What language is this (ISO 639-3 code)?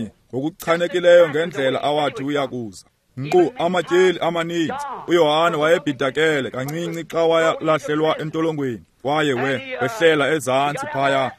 xho